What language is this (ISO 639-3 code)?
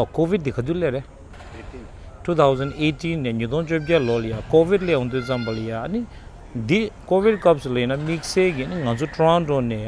bod